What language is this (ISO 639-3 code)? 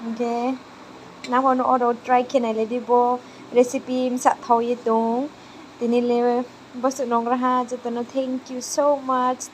ria